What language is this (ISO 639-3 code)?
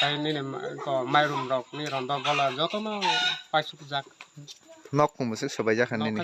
trp